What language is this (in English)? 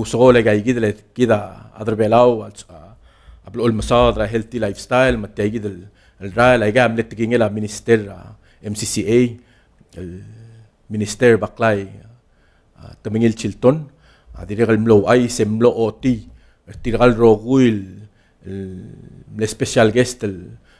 Palauan